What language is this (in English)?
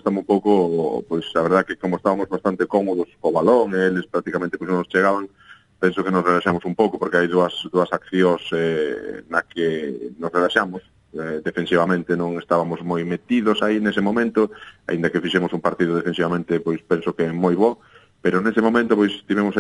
Galician